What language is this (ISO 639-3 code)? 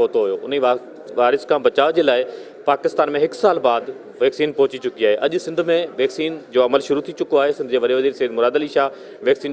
snd